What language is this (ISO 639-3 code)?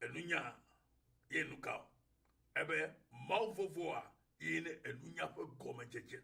ewe